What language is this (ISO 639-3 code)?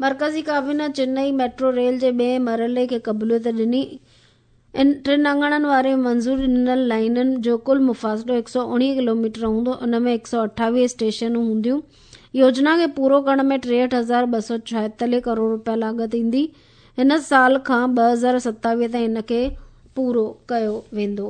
snd